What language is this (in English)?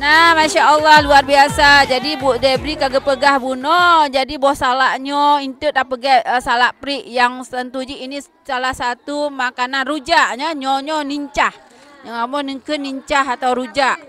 Achinese